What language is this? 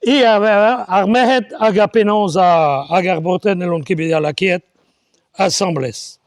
Breton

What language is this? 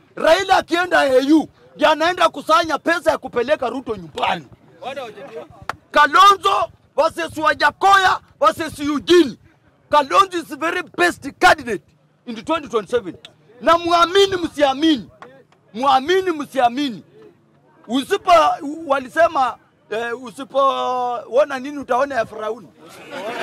Swahili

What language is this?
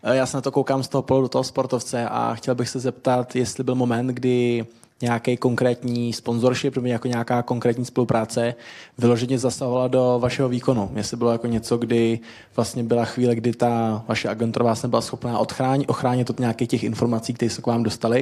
Czech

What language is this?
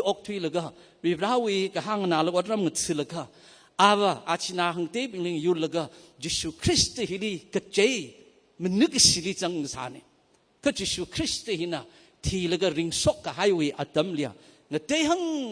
Tangkhul Naga (India)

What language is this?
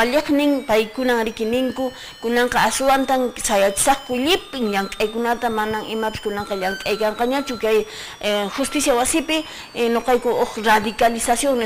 Quechua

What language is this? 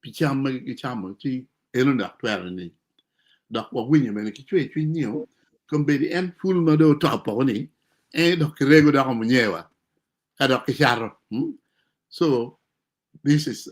Acoli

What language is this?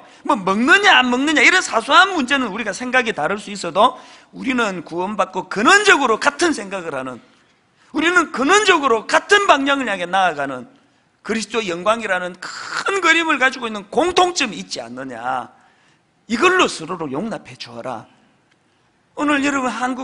Korean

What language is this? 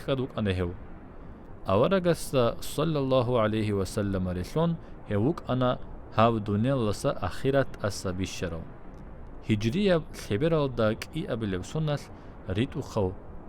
Avaric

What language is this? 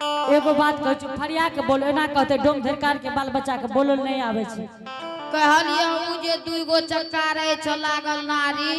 Angika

